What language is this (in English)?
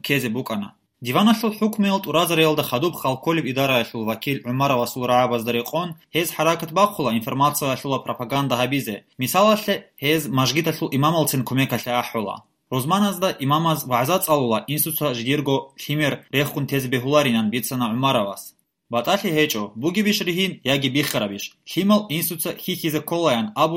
Avaric